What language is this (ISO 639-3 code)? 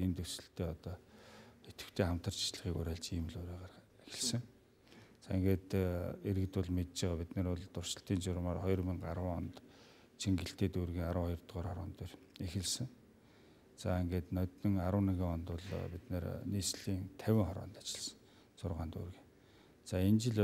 mon